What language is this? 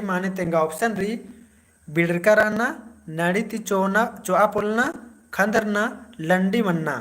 Kurukh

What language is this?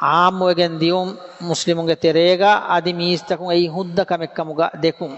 Divehi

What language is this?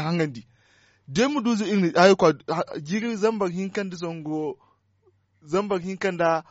Zarma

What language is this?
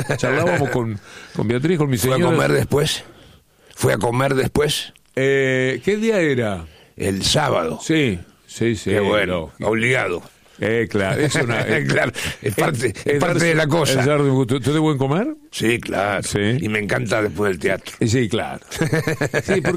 Spanish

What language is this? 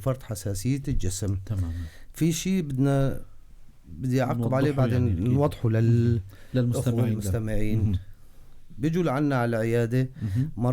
North Levantine Arabic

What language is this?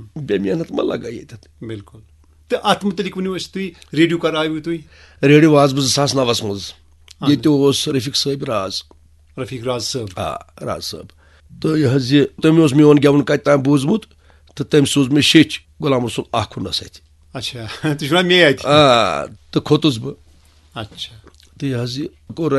Kashmiri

